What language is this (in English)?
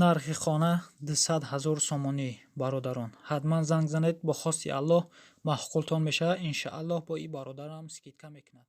Tajik